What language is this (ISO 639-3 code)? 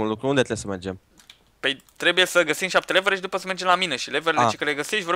ron